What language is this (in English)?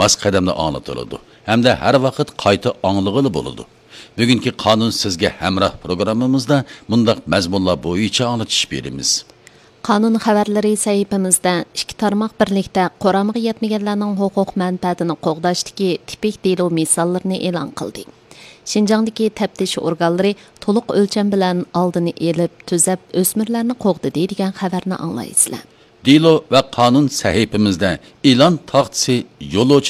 Uyghur